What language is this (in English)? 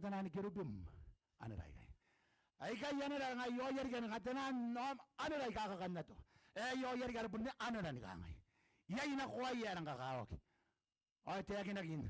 Gilbertese